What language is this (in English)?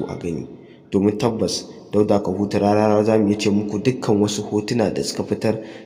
Hausa